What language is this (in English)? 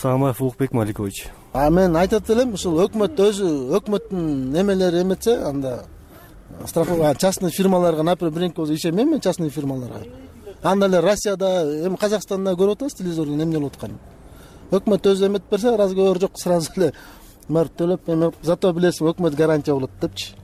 Kyrgyz